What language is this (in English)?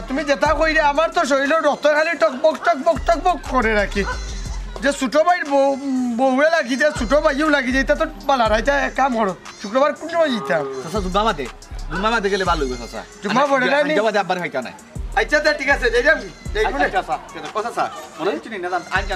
Sylheti